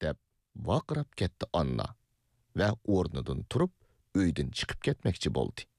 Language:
Uyghur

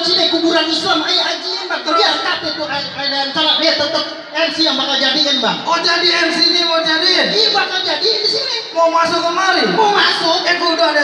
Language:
Betawi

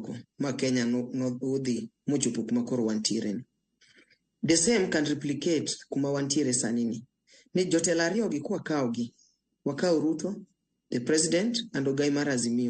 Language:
Luo (Kenya and Tanzania)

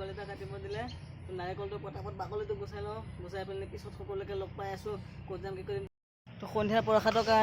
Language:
Assamese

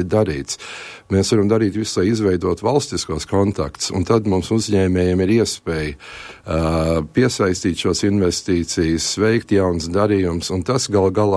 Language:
Latvian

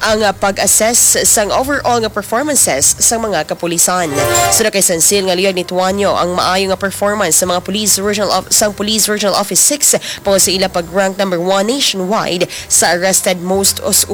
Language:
Hiligaynon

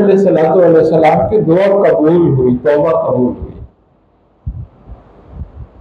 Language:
Hindi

